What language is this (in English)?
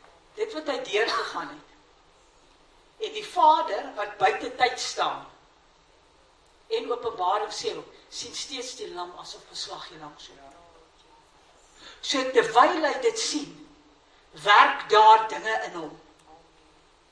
Afrikaans